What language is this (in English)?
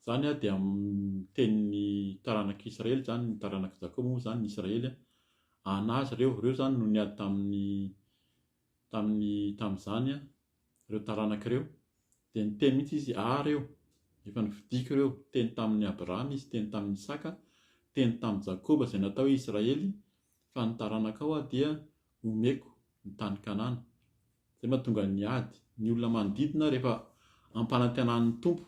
Malagasy